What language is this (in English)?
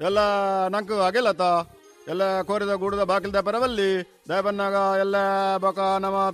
Tulu